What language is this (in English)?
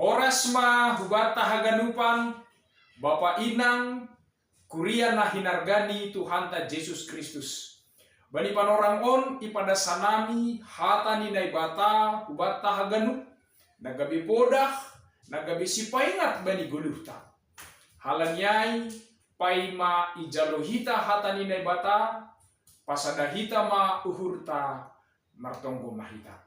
Batak Simalungun